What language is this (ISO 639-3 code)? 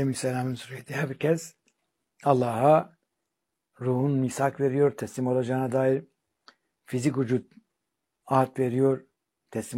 tur